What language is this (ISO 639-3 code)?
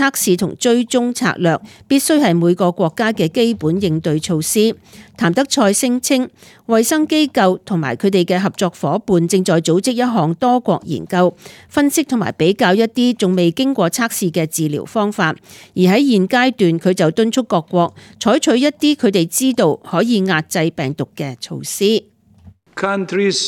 yue